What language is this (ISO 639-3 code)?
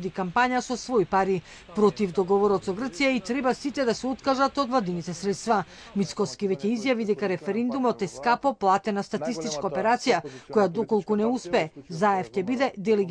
mkd